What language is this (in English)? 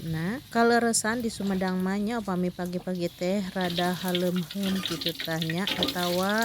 Sundanese